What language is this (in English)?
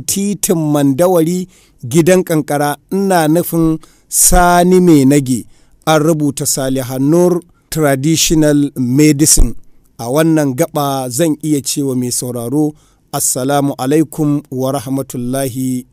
Hausa